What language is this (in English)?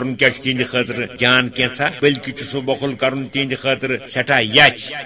Kashmiri